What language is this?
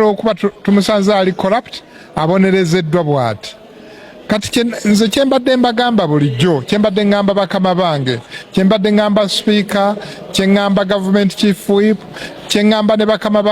Ganda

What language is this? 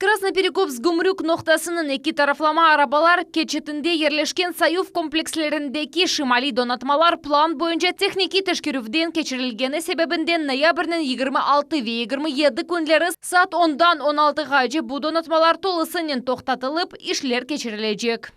Crimean Tatar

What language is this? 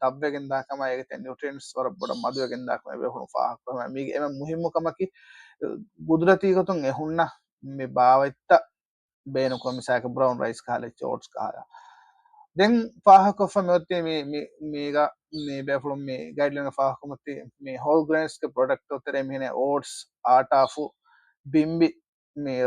Divehi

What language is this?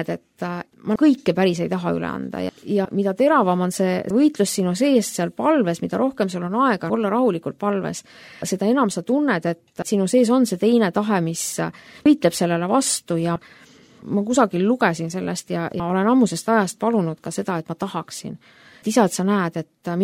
Estonian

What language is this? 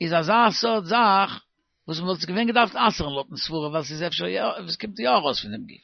Yiddish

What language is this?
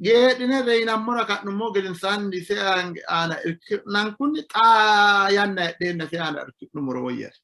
Sidamo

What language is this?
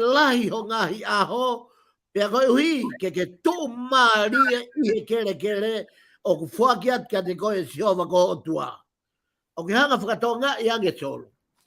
Tongan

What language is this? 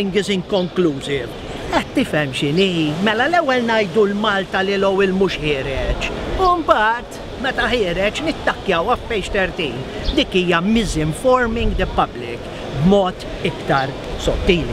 Maltese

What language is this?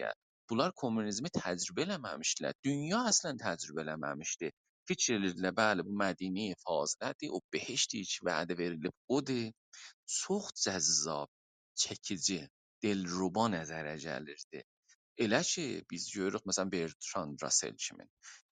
South Azerbaijani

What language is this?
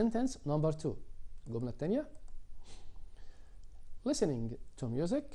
Egyptian Arabic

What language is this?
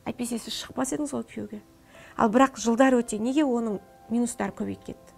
Kazakh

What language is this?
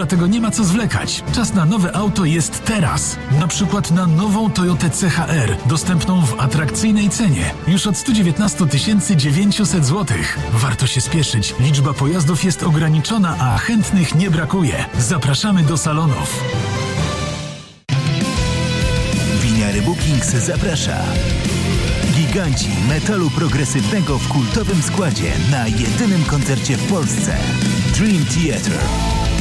Polish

